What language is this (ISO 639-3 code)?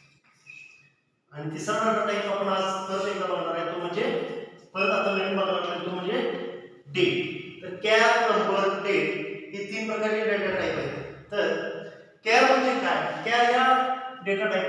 mar